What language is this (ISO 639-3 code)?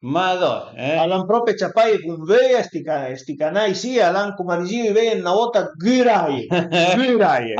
pms